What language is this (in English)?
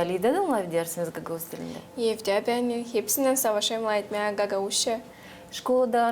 Gagauz